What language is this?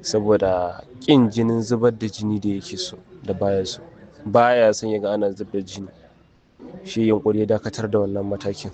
Hausa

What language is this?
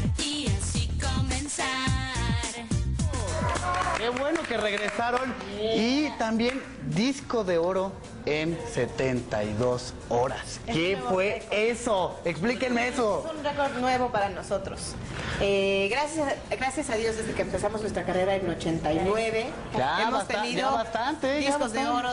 Spanish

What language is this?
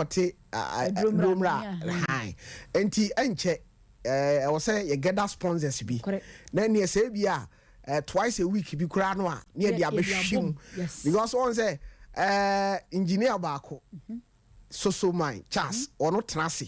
Akan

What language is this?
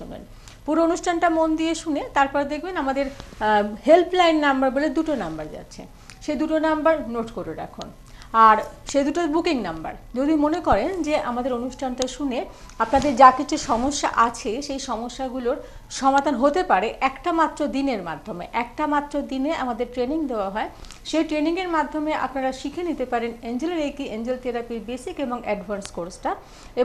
Bangla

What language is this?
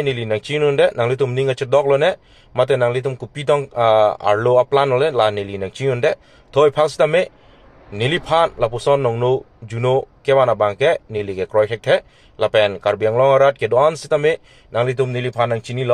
Karbi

